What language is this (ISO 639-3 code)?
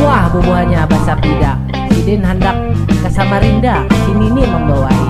bjn